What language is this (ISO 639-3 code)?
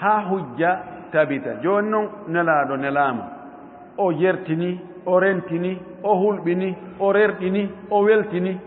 ful